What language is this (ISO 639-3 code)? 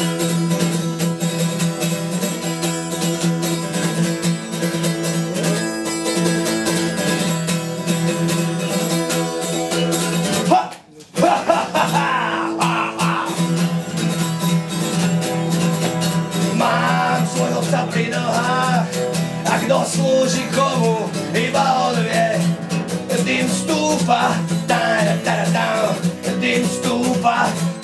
slk